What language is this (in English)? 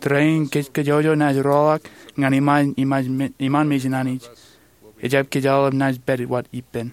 Marshallese